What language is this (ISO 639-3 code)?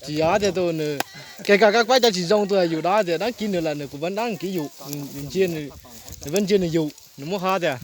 hmn